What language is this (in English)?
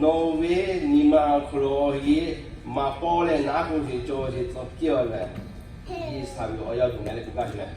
Lahu